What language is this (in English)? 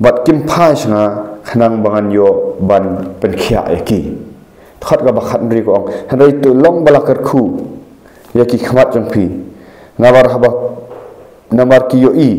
Khasi